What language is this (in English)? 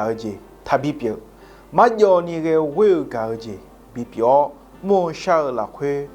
Akha